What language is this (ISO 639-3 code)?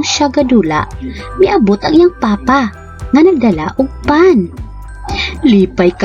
ceb